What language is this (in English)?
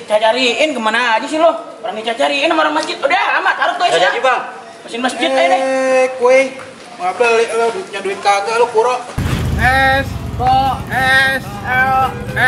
Betawi